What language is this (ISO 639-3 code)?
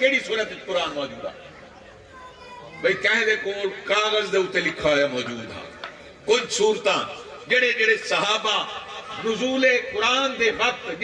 skr